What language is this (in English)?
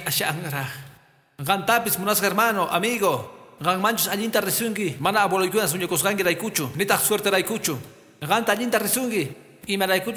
Quechua